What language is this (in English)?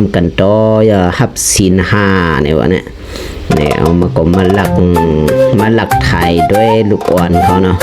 Shan